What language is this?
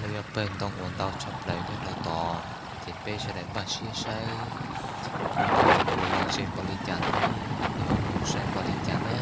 Hmong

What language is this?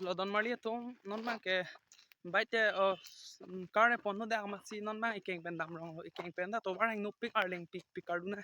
Karbi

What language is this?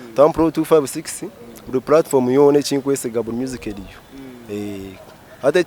Nyankole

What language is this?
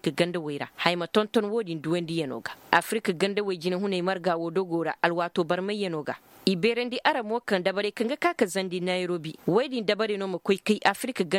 Koyraboro Senni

